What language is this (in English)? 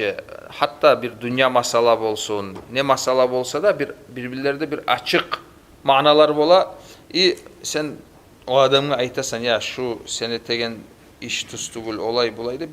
Kumyk